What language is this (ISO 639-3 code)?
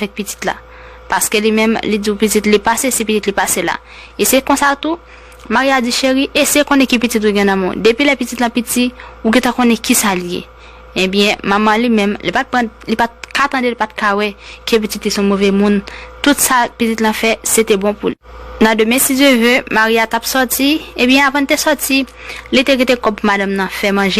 hat